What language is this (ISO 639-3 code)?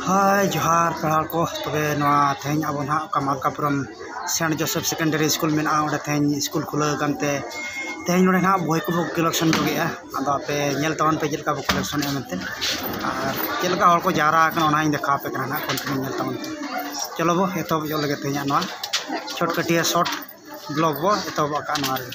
sat